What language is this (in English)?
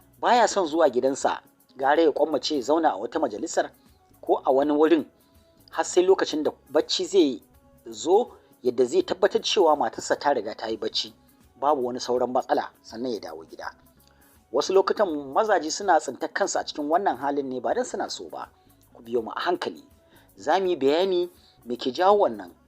Hausa